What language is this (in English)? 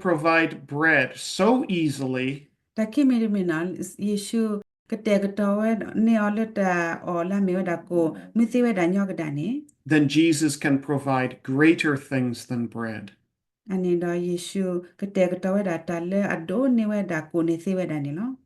S'gaw Karen